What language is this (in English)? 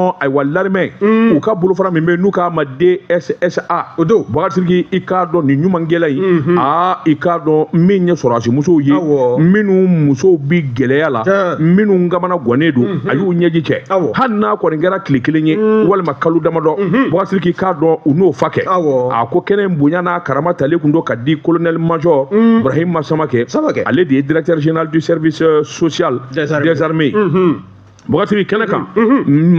Bambara